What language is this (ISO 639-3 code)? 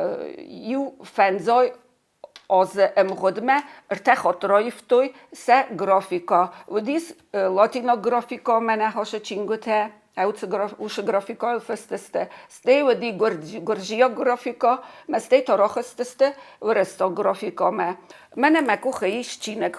oss